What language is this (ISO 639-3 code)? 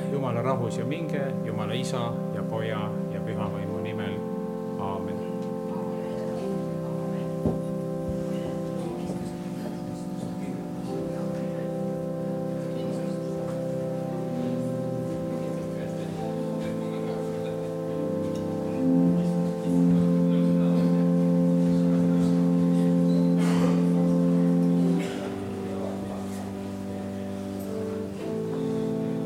est